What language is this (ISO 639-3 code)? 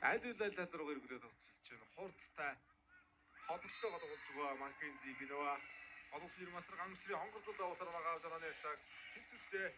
mon